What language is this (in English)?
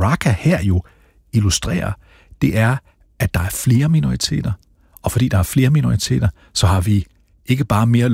Danish